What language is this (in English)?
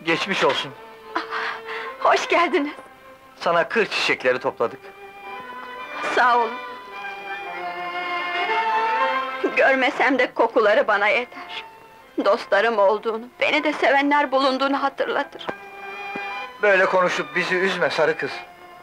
Turkish